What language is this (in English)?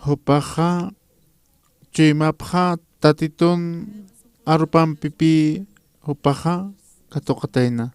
Aymara